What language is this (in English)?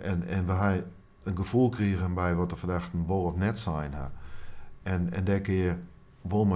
Western Frisian